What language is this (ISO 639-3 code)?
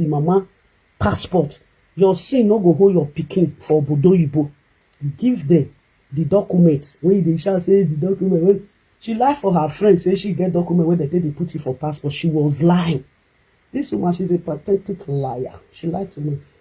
pcm